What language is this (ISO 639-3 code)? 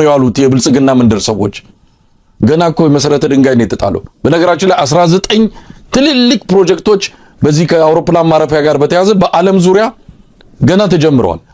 amh